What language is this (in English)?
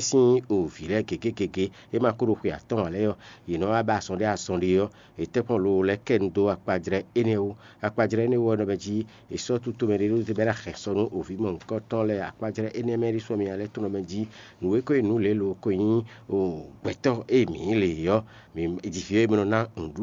Fon